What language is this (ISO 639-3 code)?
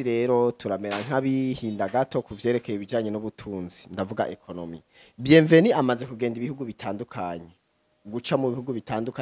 run